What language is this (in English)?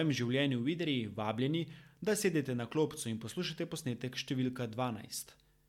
Slovenian